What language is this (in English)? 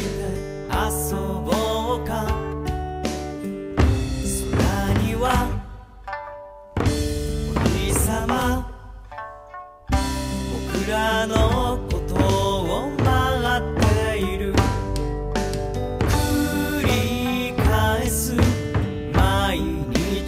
Japanese